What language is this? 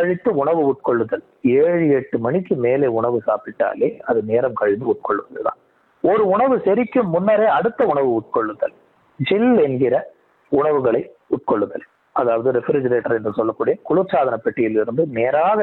Tamil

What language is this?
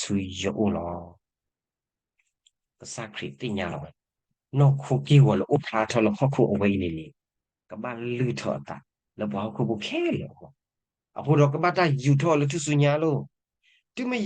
S'gaw Karen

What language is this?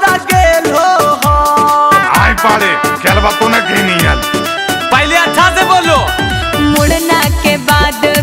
Magahi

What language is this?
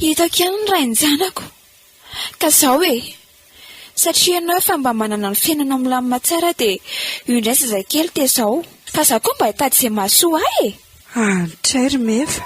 Malagasy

